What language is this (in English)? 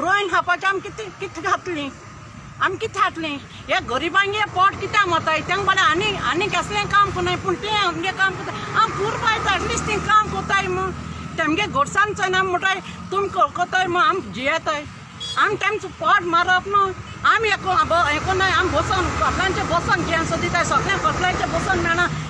Konkani